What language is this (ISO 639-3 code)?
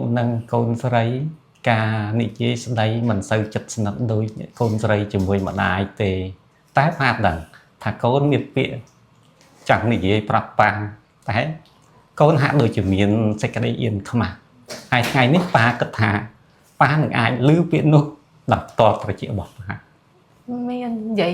khm